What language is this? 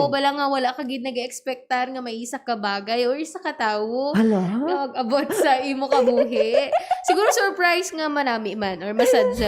Hiligaynon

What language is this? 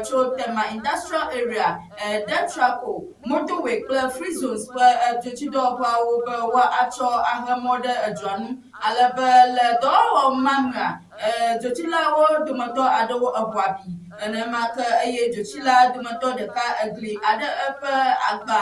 Ewe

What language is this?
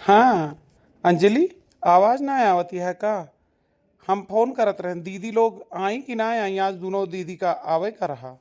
Awadhi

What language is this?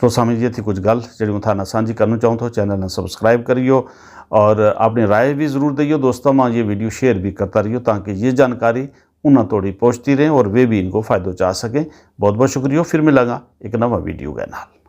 Gujari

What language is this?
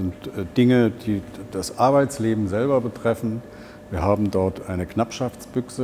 German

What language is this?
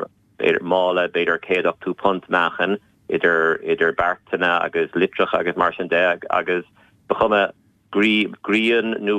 Irish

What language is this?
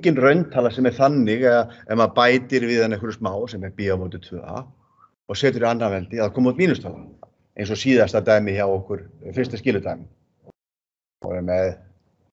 Icelandic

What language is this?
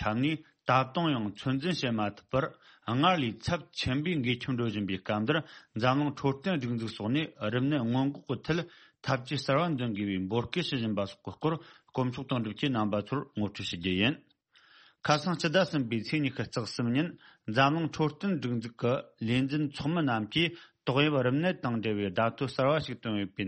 Tibetan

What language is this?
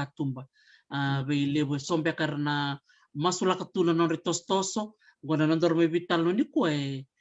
Fijian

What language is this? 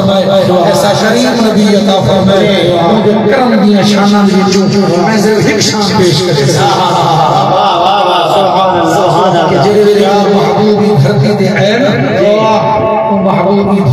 Saraiki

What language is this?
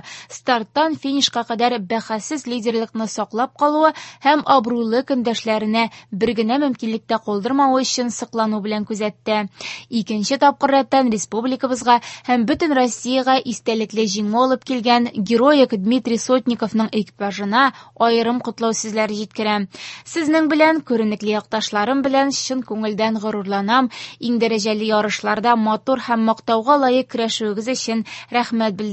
Tatar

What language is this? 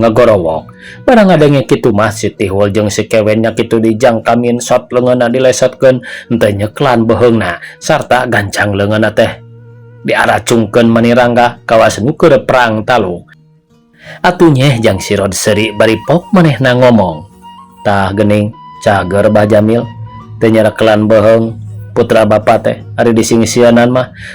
Sundanese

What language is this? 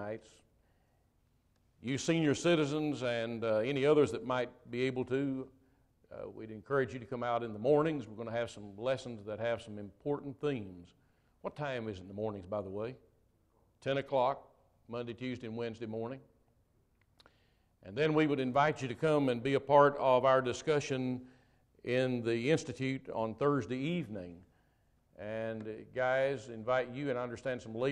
English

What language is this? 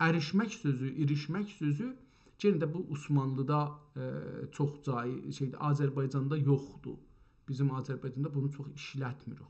South Azerbaijani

